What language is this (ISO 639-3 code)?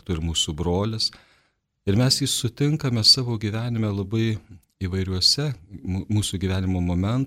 lit